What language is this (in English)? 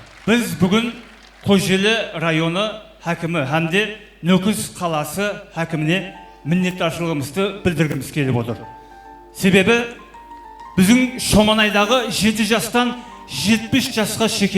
Kara-Kalpak